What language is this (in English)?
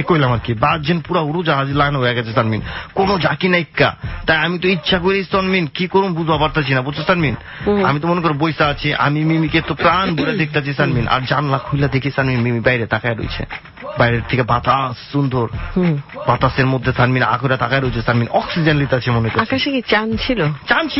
Bangla